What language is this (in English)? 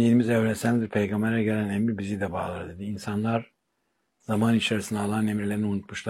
Turkish